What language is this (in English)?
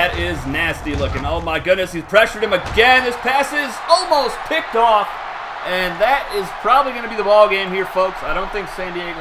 English